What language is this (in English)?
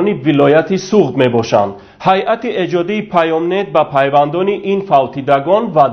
Tajik